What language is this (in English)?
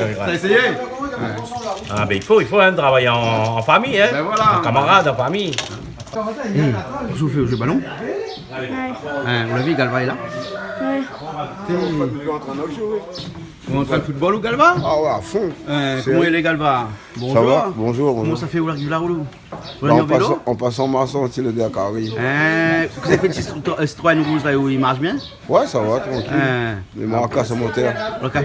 Réunion Creole French